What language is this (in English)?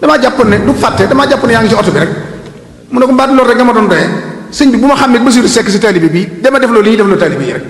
Wolof